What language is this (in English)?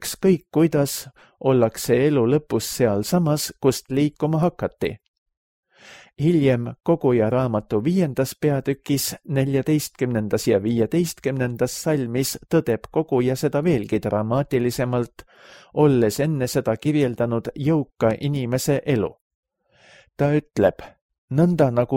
Estonian